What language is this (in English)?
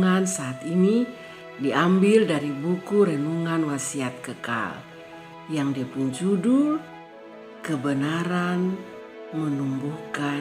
Kupang Malay